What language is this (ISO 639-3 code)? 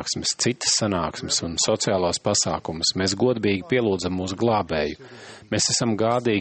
lav